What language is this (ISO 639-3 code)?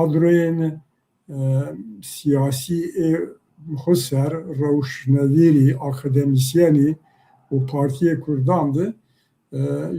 zza